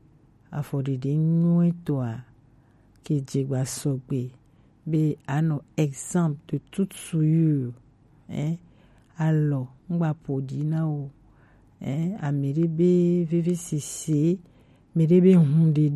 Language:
Gen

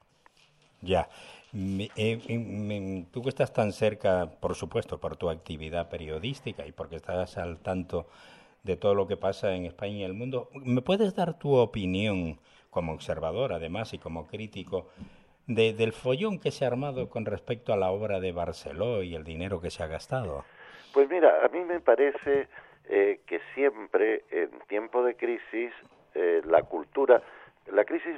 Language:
Spanish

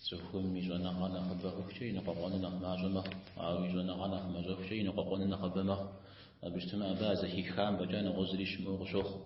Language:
Kabardian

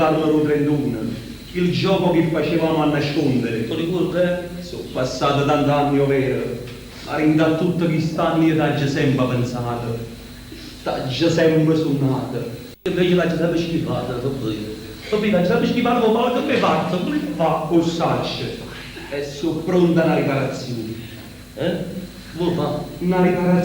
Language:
Neapolitan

